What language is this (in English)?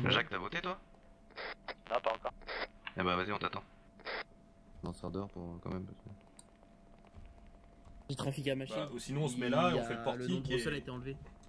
French